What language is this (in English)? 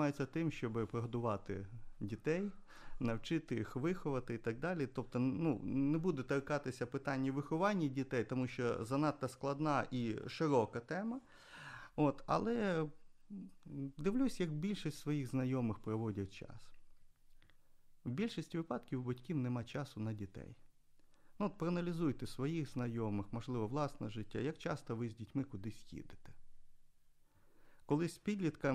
Ukrainian